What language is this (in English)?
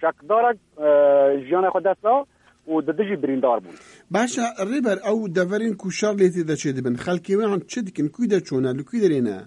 Kurdish